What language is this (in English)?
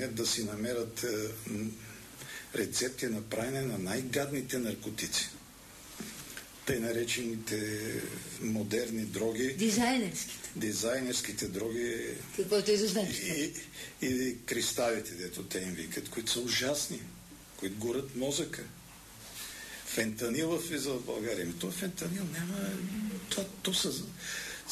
Bulgarian